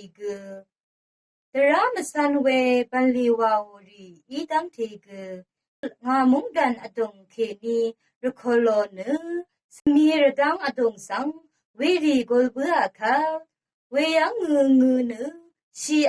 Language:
Rawang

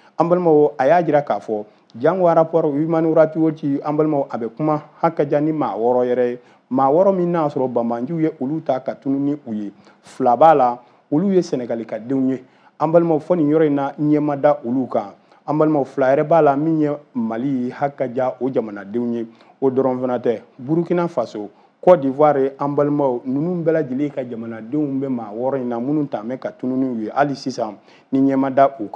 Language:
Bambara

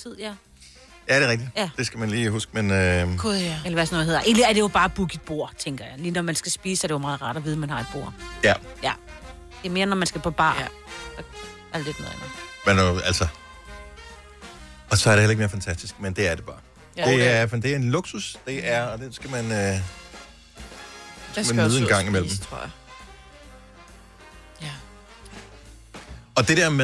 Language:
Danish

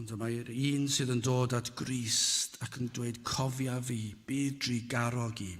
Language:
Welsh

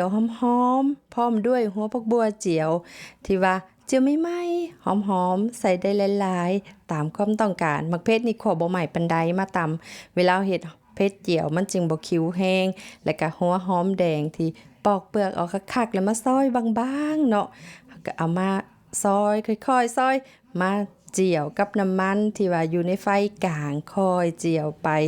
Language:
Lao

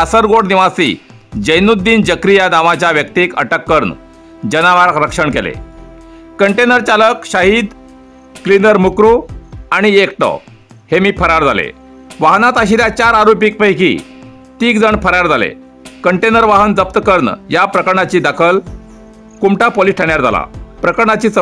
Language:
Konkani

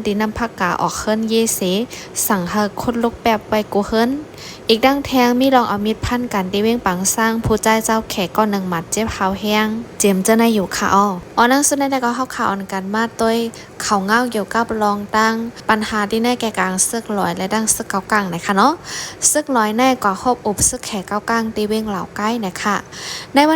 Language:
Shan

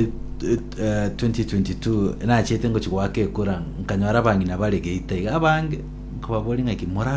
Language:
Gusii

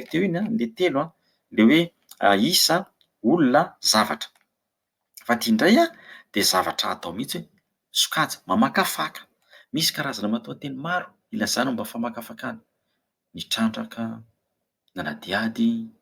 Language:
Malagasy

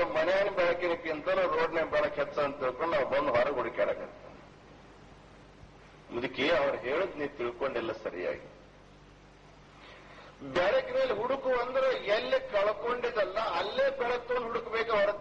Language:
Kannada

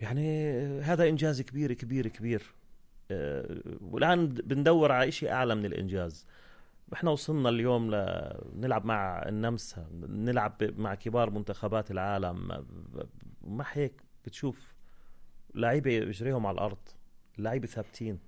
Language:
North Levantine Arabic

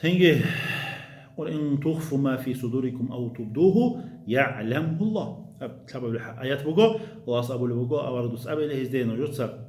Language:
Avaric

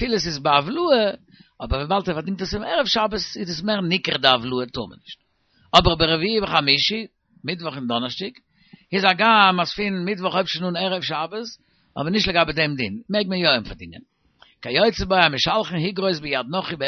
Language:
Yiddish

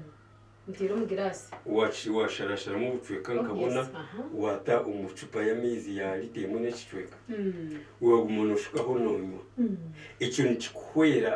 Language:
Nyankole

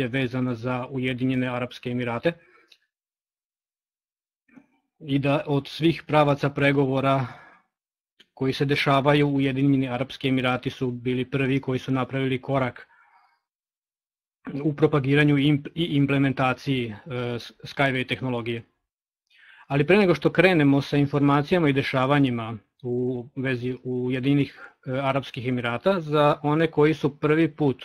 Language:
Serbian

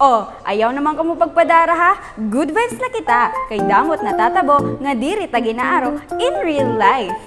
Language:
Waray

